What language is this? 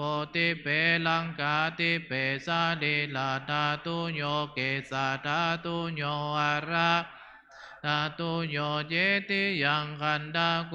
Pali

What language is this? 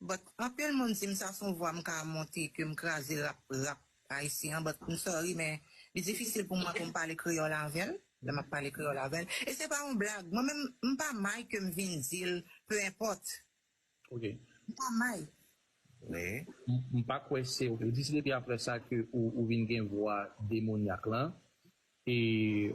Haitian Creole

